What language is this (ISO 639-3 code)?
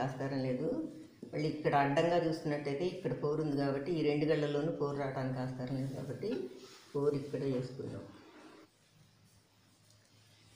tel